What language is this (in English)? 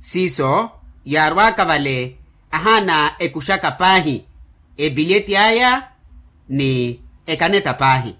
Makhuwa